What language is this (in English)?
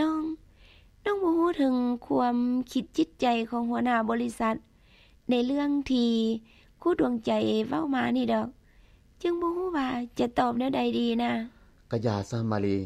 Lao